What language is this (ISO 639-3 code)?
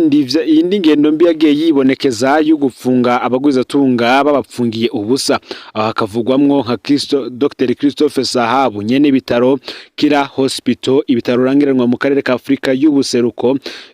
run